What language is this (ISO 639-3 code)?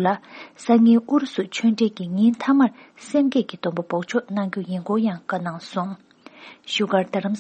bod